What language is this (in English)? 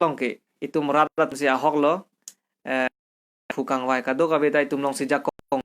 Karbi